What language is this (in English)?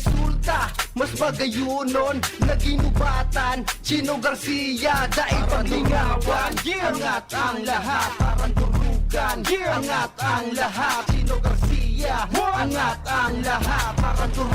Bikol